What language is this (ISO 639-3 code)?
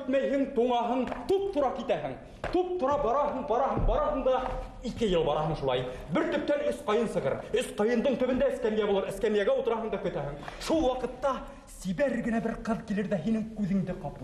bak